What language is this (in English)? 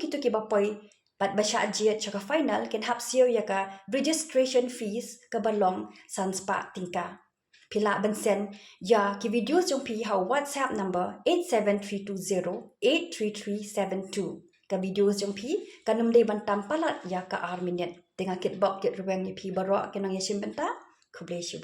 Khasi